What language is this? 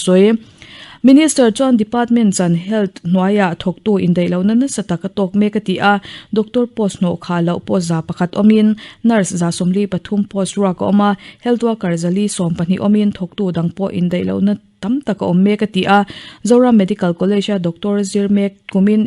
Mizo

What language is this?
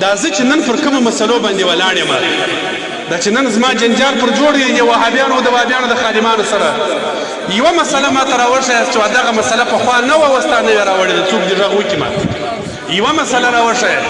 Pashto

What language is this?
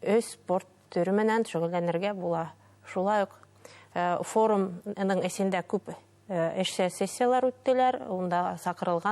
Bashkir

